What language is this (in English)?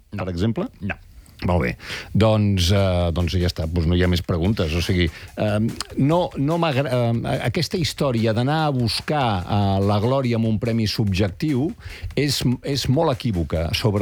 Catalan